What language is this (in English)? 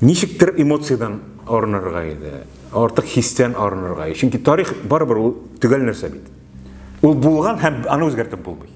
Tatar